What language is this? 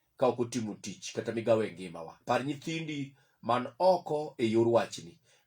Luo (Kenya and Tanzania)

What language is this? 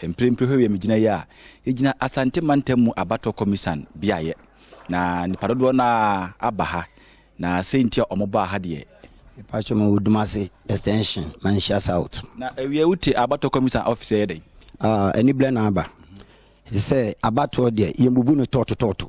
Akan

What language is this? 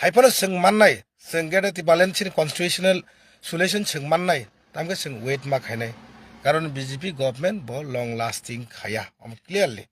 Kok Borok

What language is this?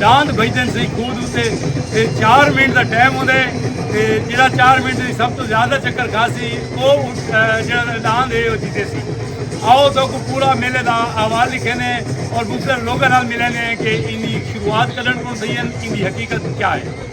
Saraiki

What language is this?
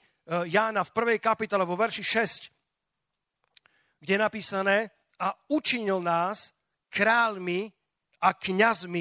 Slovak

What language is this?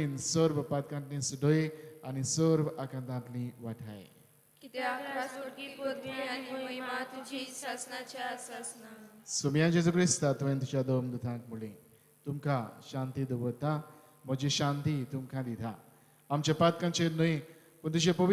Konkani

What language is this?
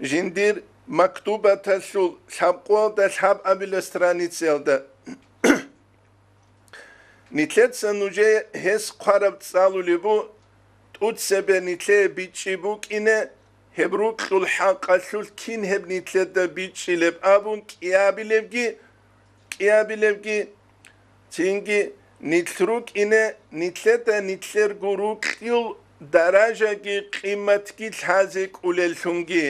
Avaric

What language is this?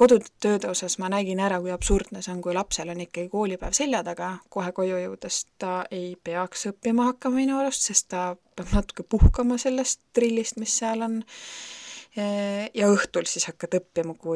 Estonian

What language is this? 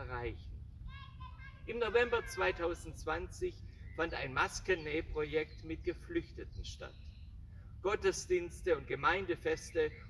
German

